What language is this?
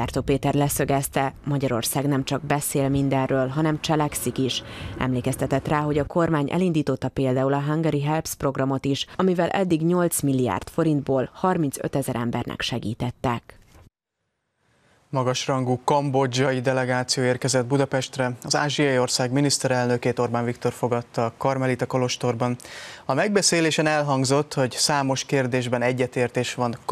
Hungarian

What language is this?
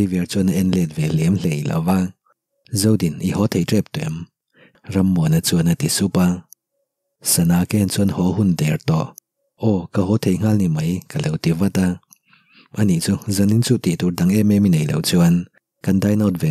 Mizo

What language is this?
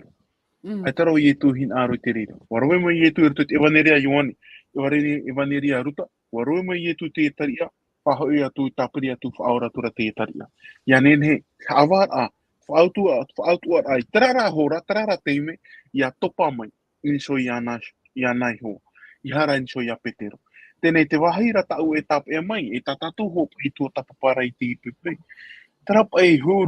Tahitian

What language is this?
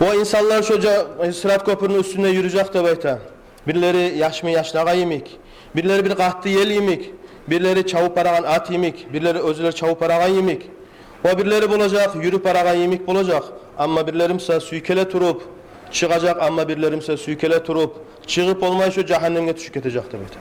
Kumyk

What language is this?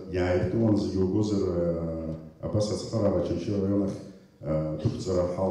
Abkhazian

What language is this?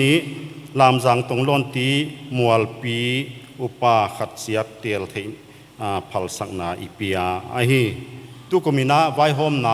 Paite Chin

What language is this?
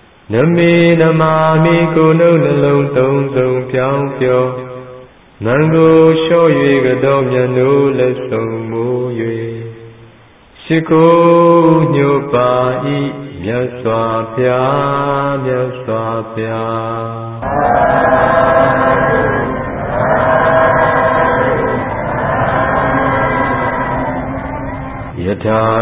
Burmese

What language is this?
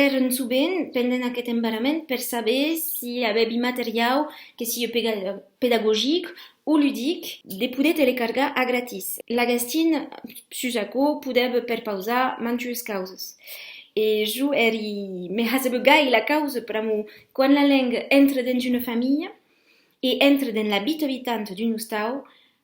Occitan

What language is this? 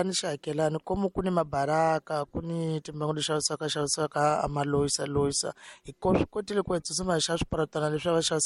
Tsonga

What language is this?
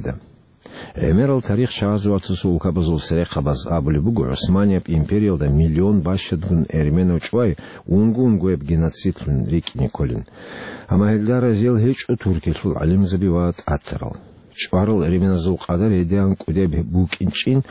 Avaric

